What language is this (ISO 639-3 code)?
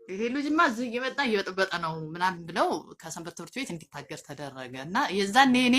amh